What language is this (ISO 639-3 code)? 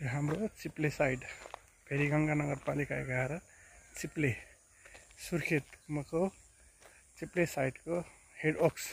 nep